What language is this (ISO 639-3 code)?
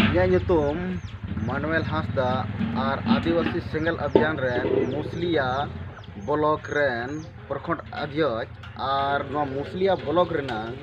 sat